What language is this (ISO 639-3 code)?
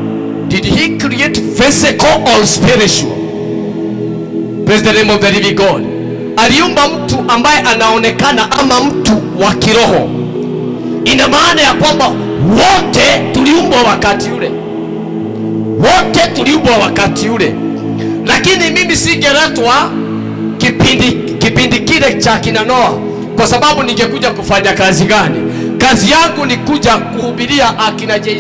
swa